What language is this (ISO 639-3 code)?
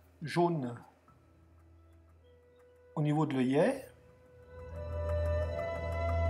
fra